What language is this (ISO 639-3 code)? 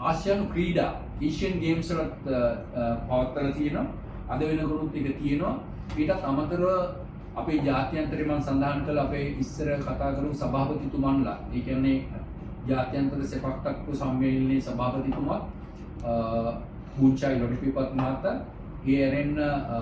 sin